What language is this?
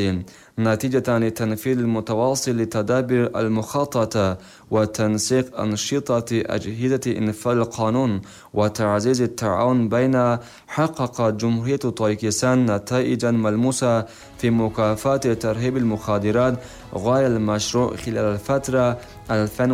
Arabic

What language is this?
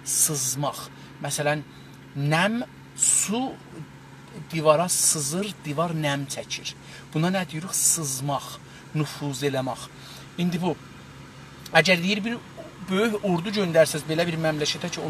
South Azerbaijani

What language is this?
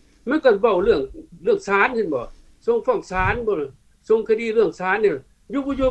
Lao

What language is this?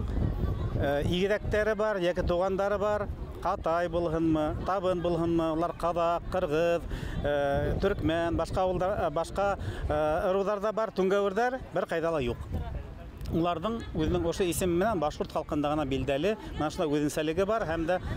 Bashkir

